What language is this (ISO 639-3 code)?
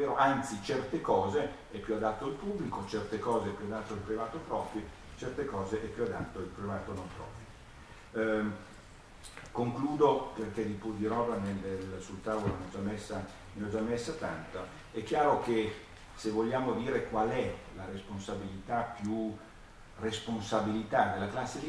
ita